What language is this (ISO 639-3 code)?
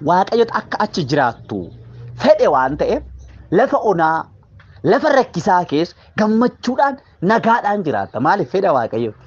orm